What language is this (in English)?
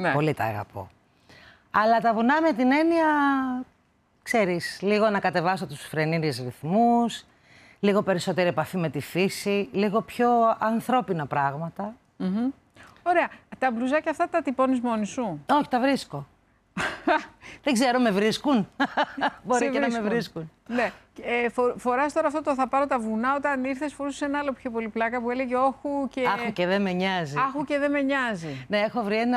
Greek